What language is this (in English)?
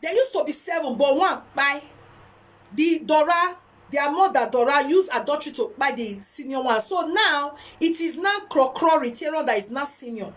Nigerian Pidgin